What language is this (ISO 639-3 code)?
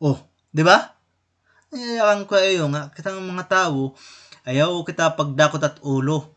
war